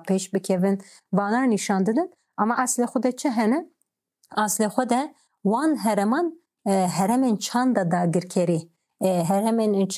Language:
Kurdish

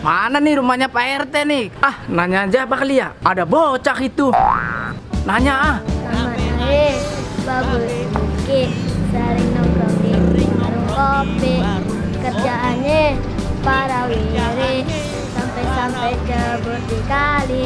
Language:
Betawi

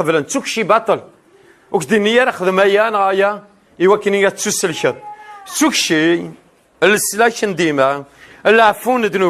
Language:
Kabyle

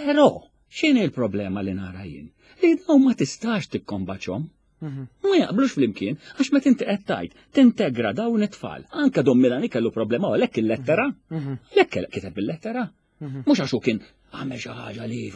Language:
Maltese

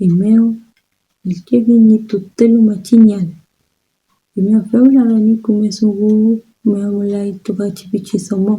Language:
Mapuche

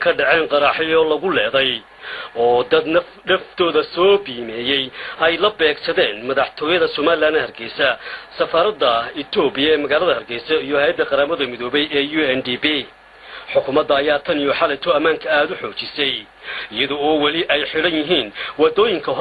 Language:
Somali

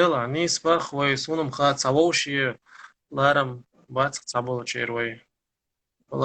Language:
Chechen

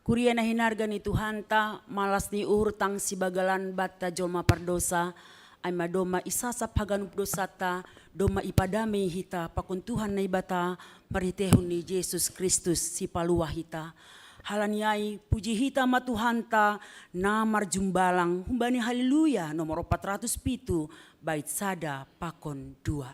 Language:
Batak Simalungun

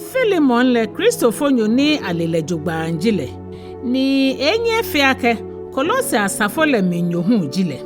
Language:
Ga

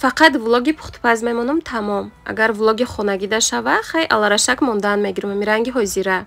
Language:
Tajik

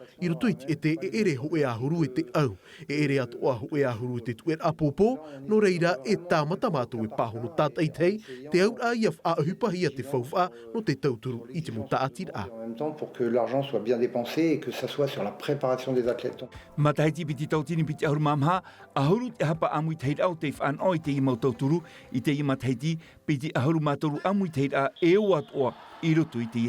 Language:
Tahitian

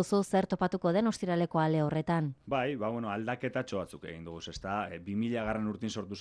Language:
Basque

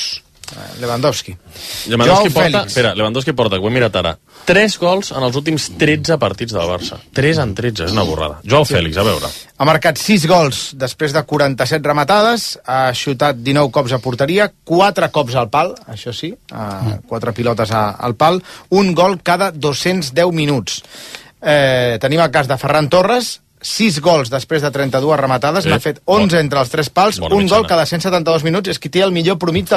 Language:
Catalan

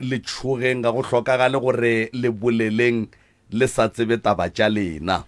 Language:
Northern Sotho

